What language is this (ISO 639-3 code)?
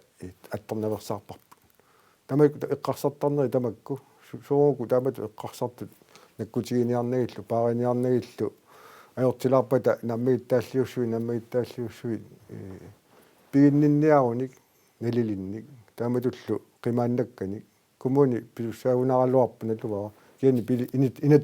kal